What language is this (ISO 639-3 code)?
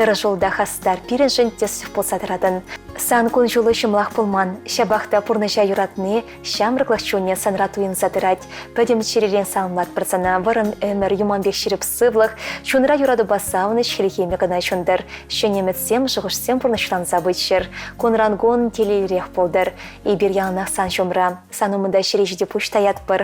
chv